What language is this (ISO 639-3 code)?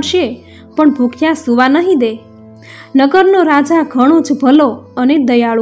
guj